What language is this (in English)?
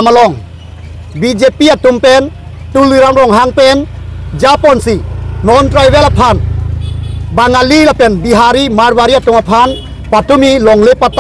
Karbi